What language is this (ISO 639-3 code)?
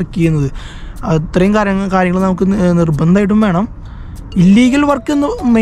mal